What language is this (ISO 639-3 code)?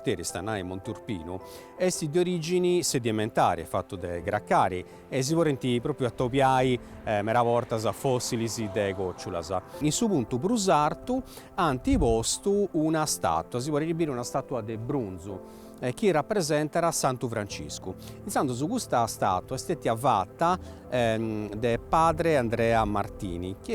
srd